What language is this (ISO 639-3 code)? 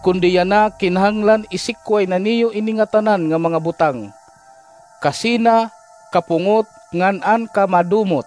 war